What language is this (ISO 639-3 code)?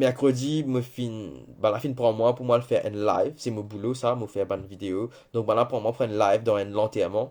mfe